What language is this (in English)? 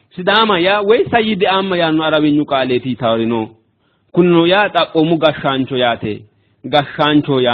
Sidamo